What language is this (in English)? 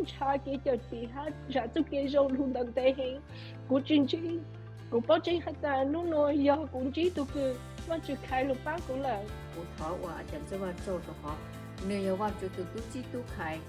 Hmong